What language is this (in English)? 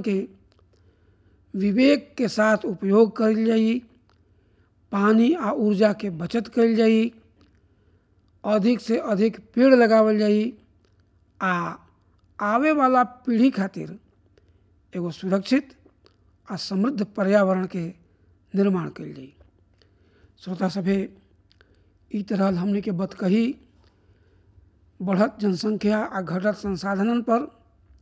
Bhojpuri